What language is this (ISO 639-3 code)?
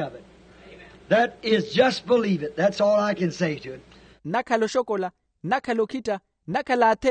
vmw